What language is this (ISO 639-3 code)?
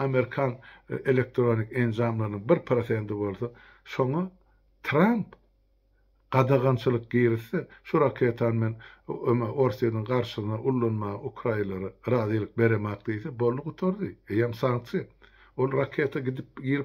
tuk